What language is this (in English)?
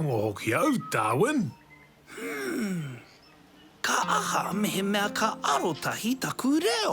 Māori